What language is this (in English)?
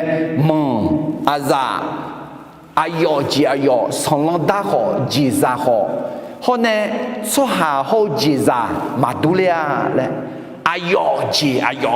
Akha